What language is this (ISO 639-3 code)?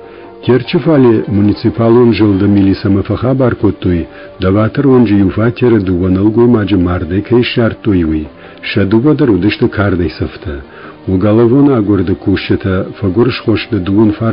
oss